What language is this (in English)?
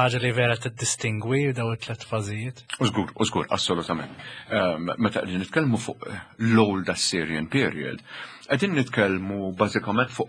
Maltese